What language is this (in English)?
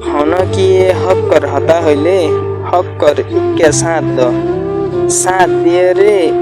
Rohingya